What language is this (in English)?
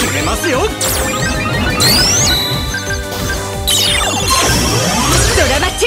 Japanese